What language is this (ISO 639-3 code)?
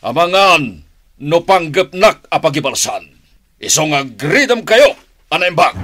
ilo